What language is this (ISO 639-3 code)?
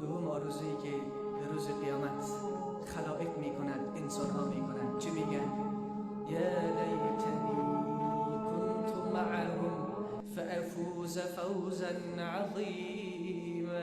fas